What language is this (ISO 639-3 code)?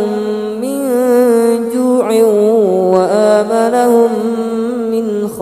ara